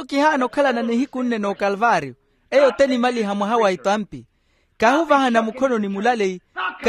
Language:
Makhuwa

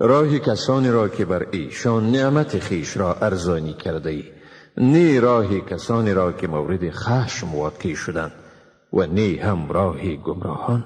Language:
Tajik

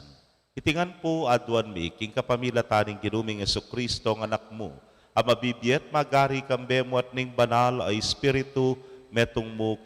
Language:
Pampanga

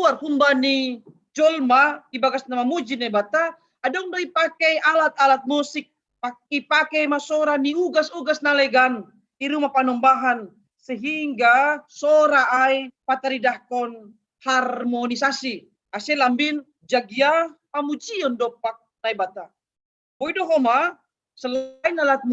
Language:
Batak Simalungun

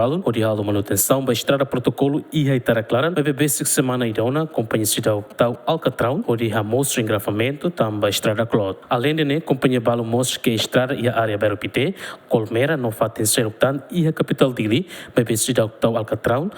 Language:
Tetum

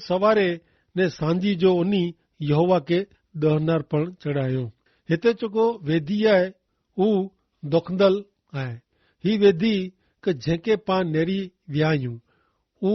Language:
Kachhi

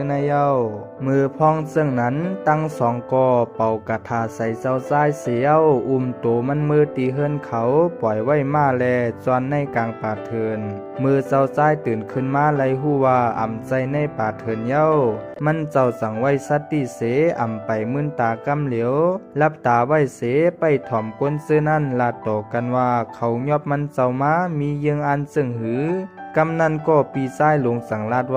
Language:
Shan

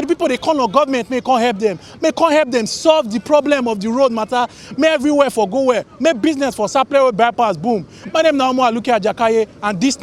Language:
Nigerian Pidgin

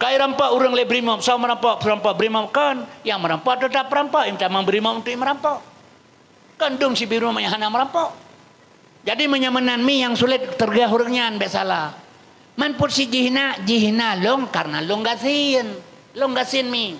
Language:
Achinese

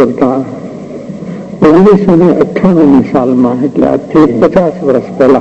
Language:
Gujarati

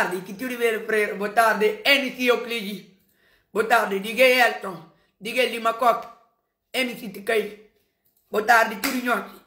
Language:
Kabuverdianu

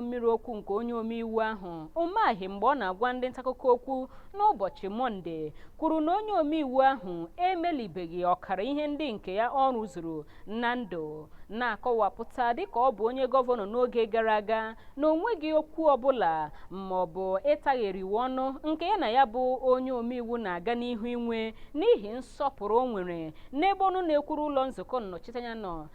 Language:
Igbo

